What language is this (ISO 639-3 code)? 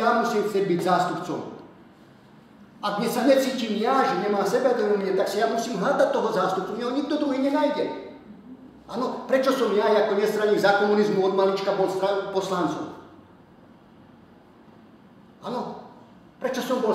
slk